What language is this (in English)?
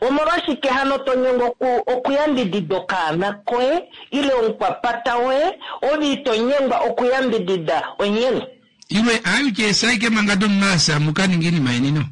Kuanyama